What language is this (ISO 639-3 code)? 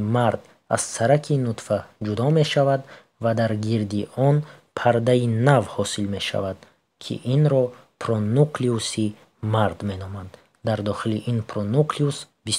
tgk